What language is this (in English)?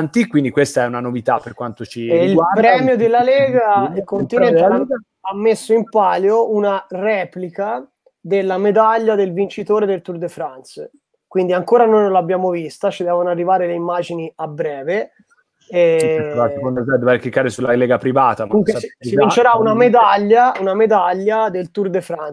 Italian